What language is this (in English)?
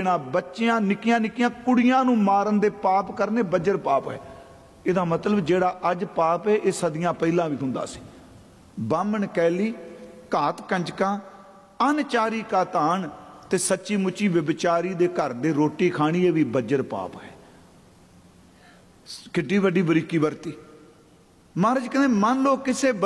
Punjabi